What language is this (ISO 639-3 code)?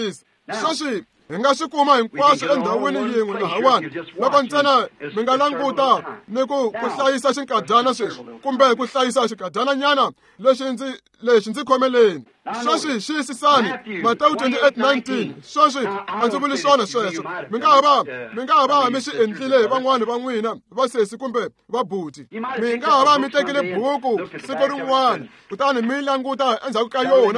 tso